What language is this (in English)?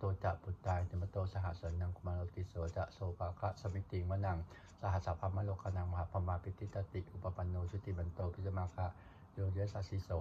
Pali